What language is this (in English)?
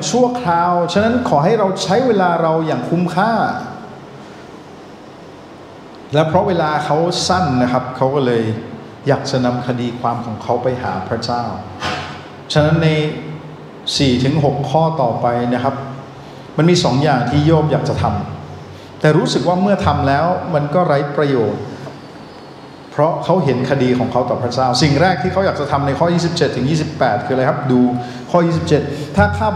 Thai